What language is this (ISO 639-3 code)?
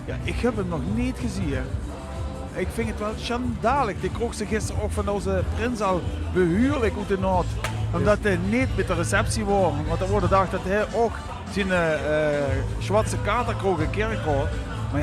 lim